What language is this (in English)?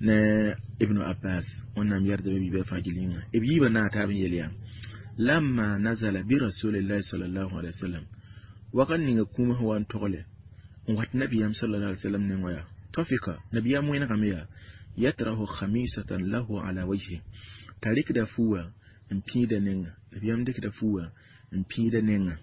Mossi